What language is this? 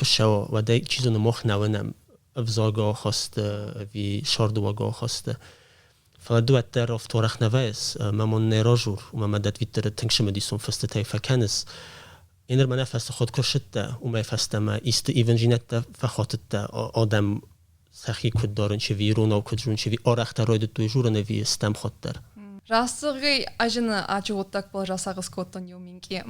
Ossetic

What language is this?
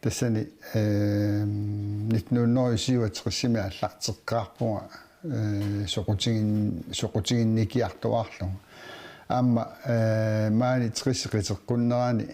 Kalaallisut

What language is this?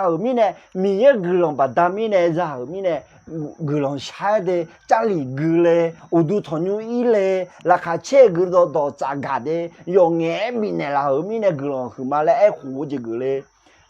Akha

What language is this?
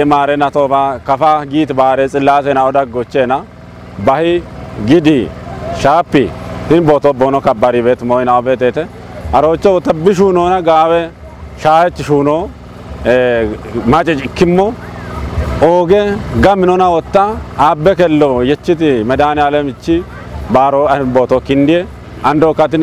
Kafa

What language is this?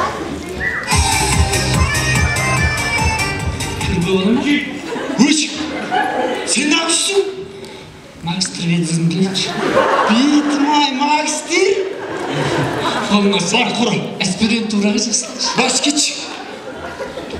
Kazakh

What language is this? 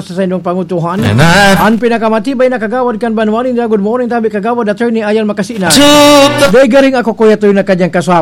Bikol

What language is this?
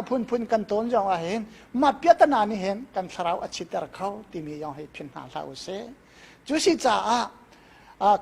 Hakha Chin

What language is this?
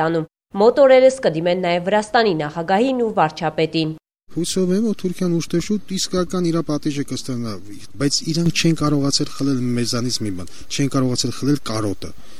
Armenian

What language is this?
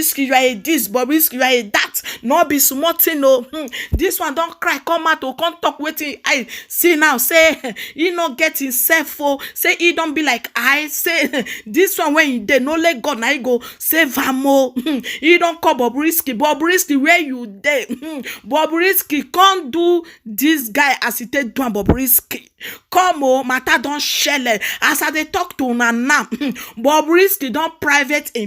Nigerian Pidgin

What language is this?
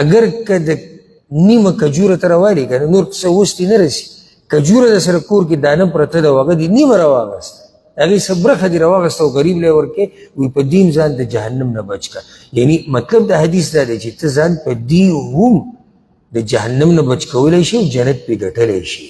Pashto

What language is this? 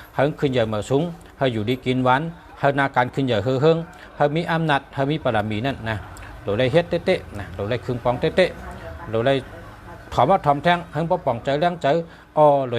Shan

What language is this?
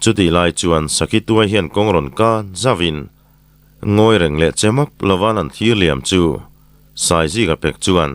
Mizo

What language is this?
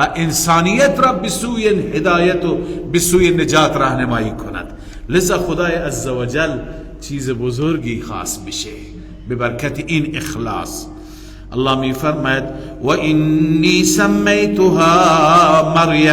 Persian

